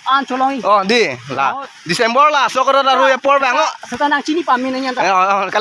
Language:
Karbi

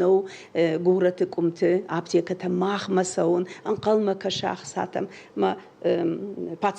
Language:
Ossetic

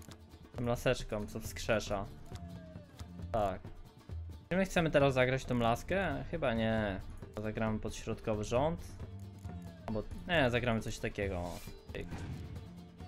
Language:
Polish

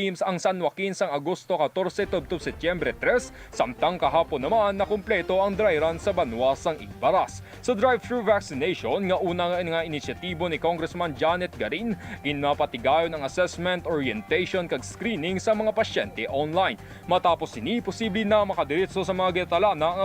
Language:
Hiligaynon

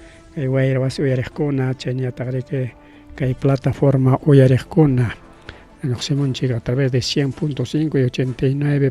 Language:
Ayacucho Quechua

